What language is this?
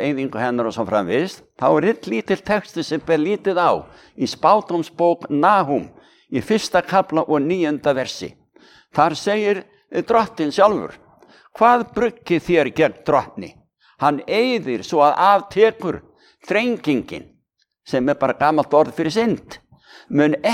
Icelandic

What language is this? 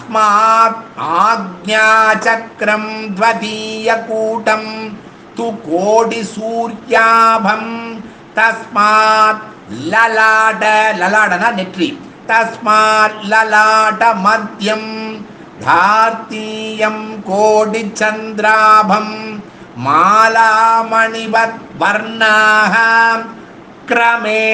Tamil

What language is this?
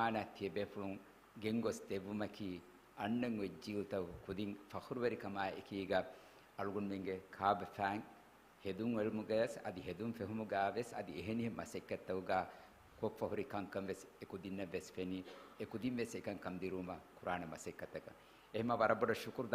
Divehi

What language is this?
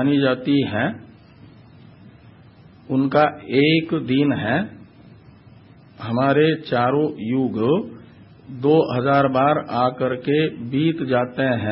Hindi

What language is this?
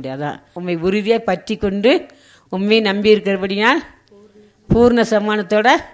Tamil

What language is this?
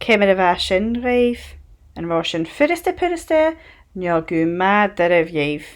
Scottish Gaelic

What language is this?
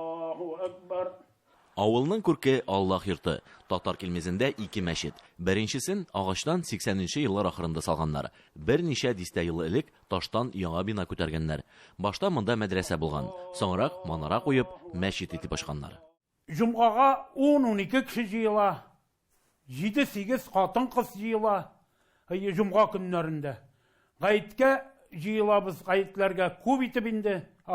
Tatar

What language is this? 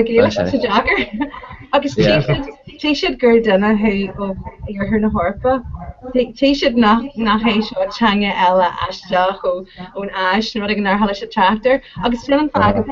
Irish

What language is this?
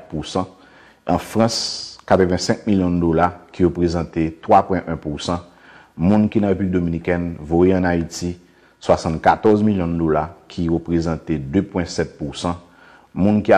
Haitian Creole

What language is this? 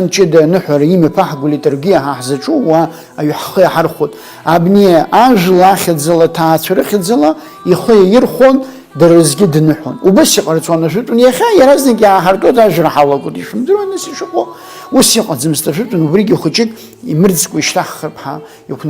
Abkhazian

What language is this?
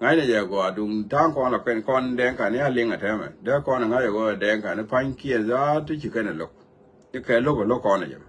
Nuer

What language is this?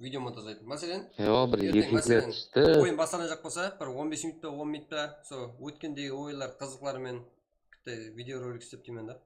Kara-Kalpak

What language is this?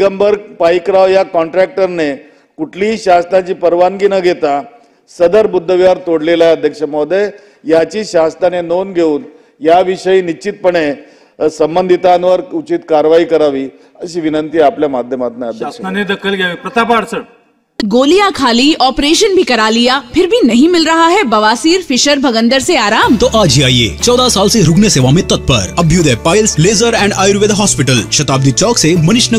Marathi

